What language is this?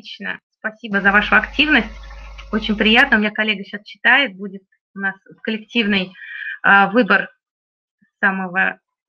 Russian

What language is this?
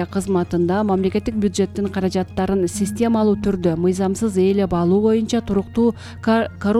Kyrgyz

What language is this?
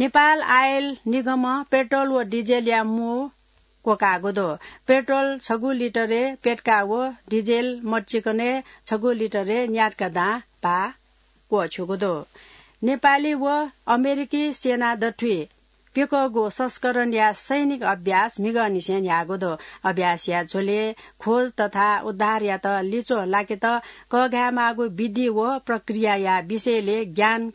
Newari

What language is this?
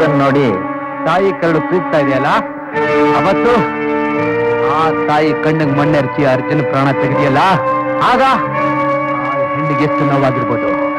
Kannada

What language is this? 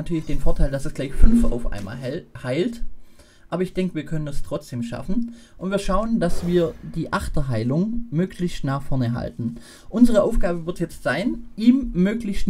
German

